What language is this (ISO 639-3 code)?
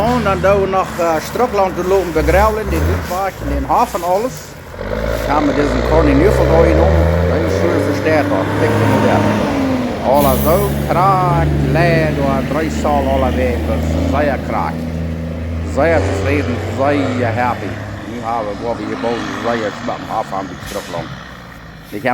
pdt